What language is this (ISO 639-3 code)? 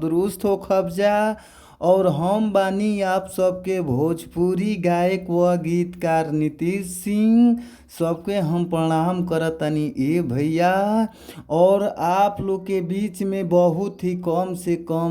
bho